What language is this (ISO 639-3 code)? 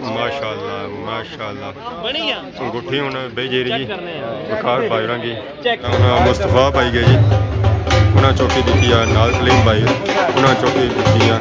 phr